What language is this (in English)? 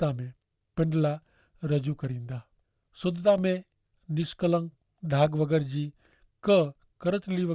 Kachhi